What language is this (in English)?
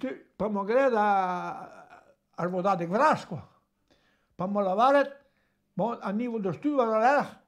Breton